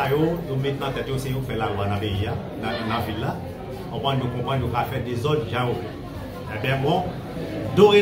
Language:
Haitian Creole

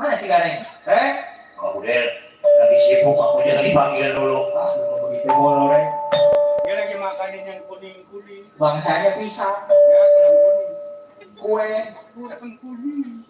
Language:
Betawi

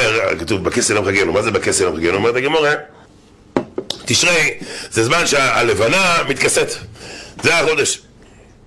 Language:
Hebrew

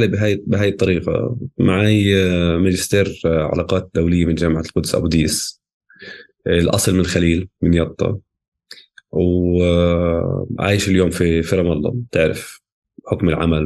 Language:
North Levantine Arabic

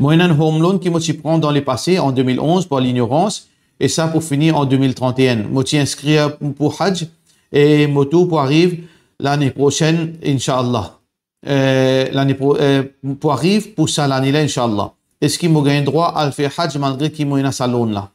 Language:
Morisyen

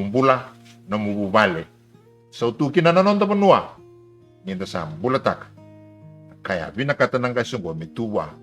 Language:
Fijian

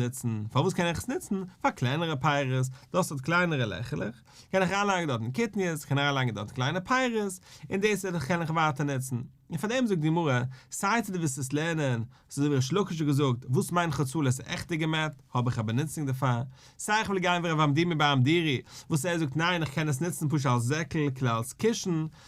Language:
Yiddish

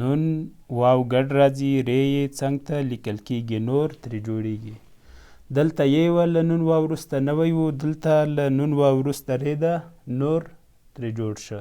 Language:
Pashto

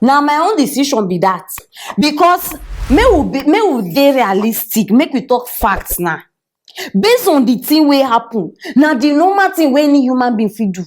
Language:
Nigerian Pidgin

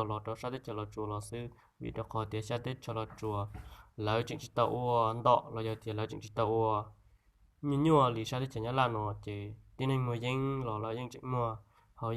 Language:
Hmong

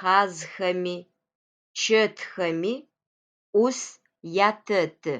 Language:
Adyghe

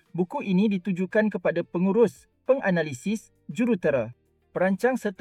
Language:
Malay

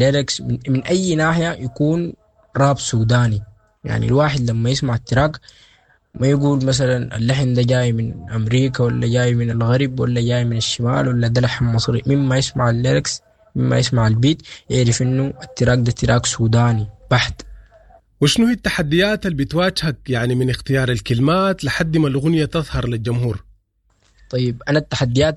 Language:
Sudanese Arabic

